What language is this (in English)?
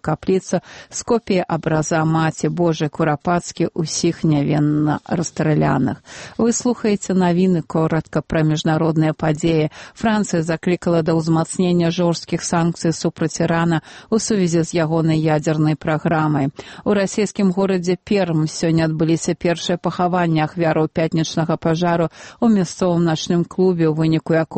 Belarusian